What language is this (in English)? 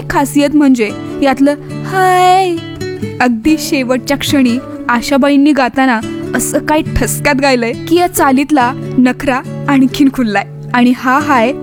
Marathi